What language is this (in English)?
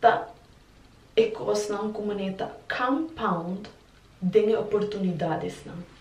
Papiamento